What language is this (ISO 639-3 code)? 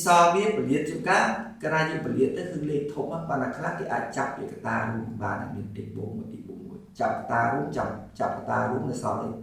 khm